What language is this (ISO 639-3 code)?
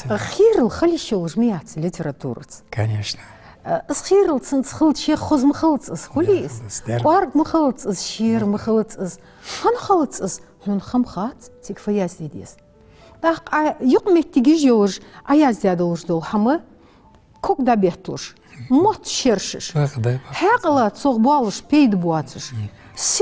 inh